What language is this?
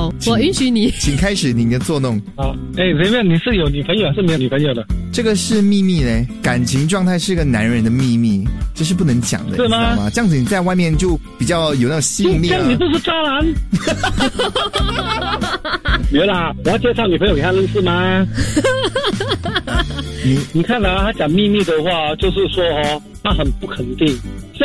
Chinese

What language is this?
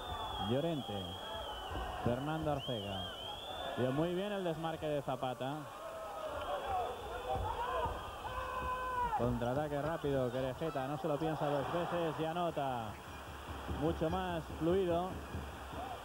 Spanish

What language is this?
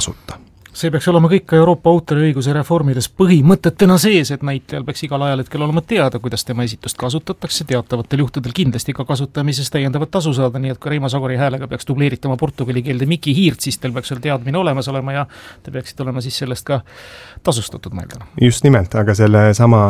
Estonian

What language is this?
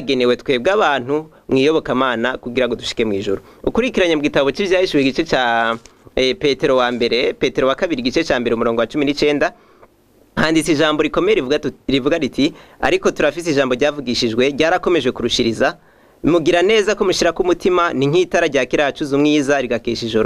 Rundi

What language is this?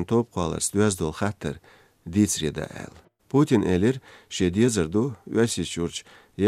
Chechen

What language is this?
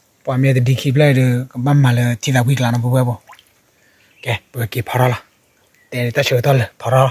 S'gaw Karen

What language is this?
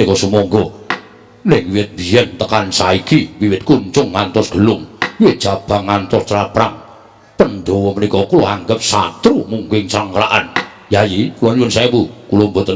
Javanese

